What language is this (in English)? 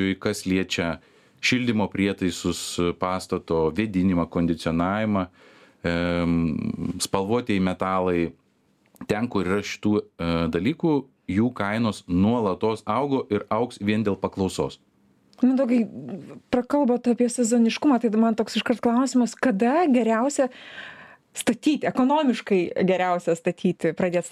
Lithuanian